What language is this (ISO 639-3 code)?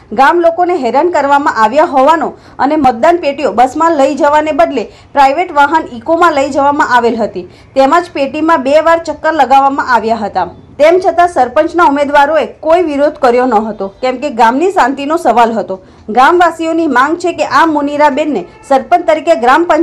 guj